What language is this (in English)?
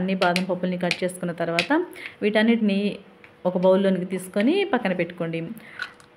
Telugu